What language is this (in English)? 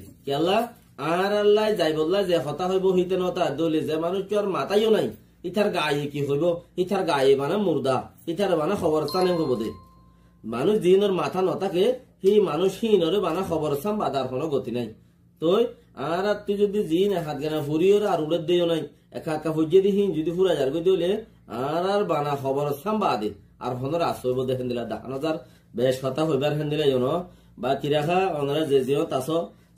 Rohingya